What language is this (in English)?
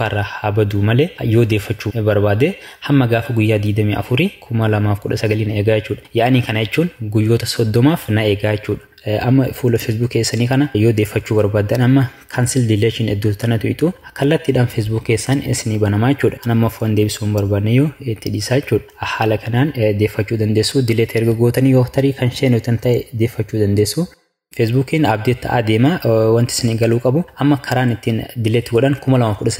Oromo